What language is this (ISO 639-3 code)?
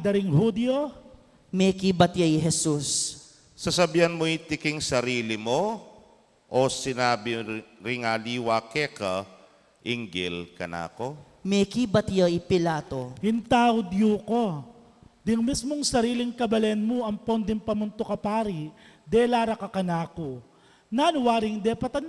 pam